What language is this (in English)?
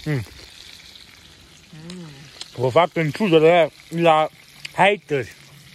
Romanian